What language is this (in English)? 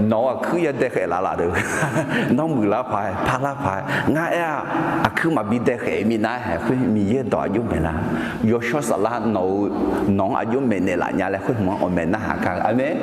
Akha